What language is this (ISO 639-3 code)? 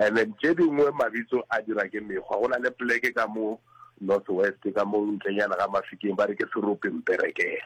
nso